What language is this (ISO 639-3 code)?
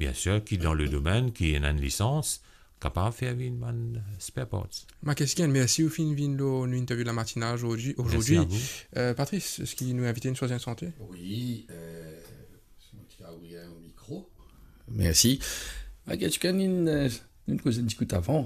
mfe